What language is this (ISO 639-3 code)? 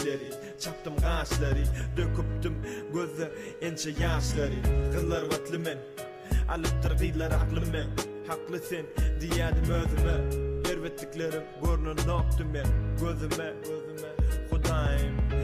tuk